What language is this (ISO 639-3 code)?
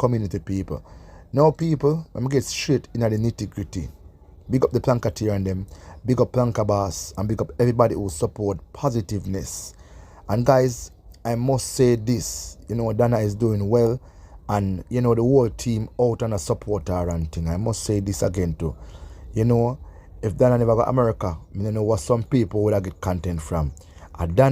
jam